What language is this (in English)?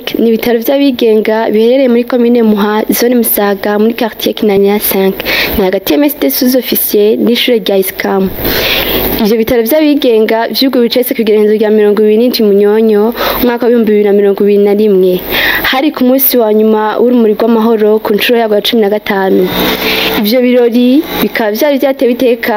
Rundi